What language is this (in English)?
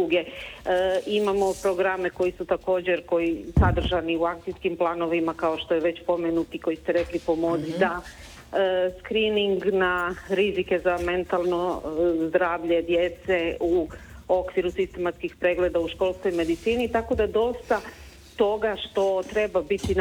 Croatian